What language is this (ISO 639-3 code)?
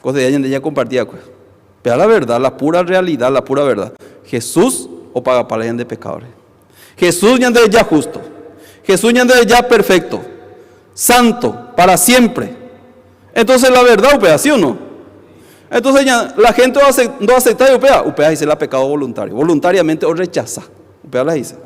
grn